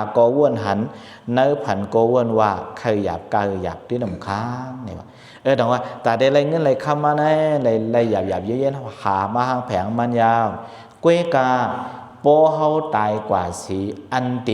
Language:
Shan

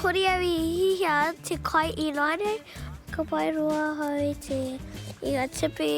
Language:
Māori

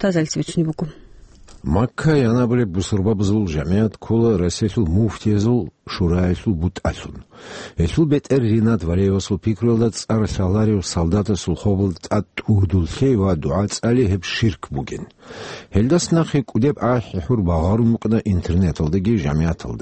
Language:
Avaric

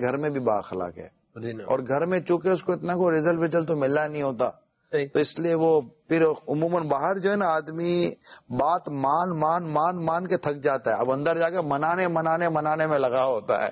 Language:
Urdu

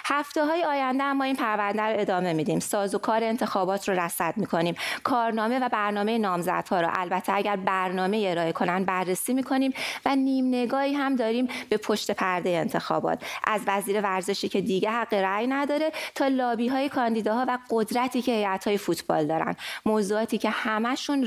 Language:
Persian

